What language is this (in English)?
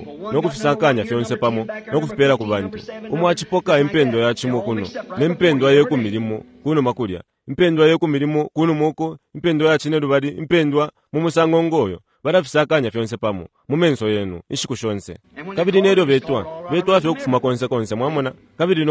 Bemba